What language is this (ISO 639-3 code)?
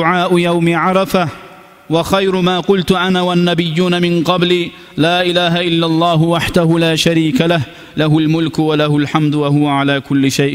kum